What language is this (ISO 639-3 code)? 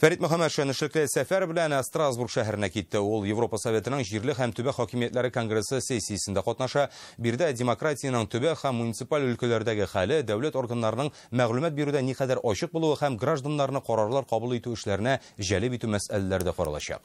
tat